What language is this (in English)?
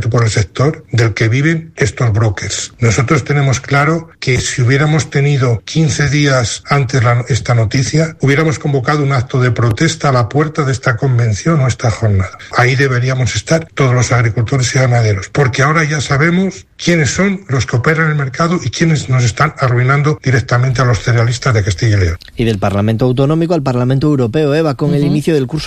Spanish